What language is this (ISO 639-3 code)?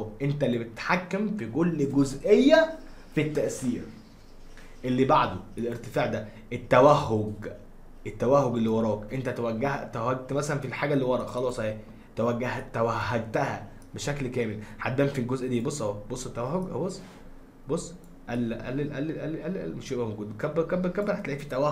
arz